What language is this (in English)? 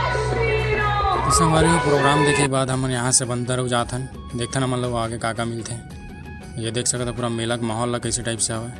Chhattisgarhi